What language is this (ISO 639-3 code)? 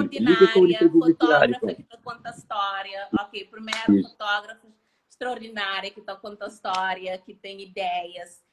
kea